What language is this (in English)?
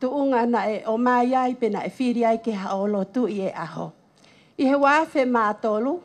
Tongan